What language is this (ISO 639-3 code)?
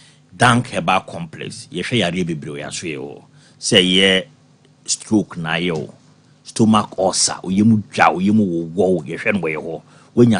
aka